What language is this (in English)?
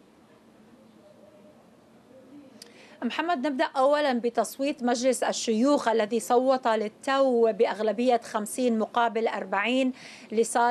Arabic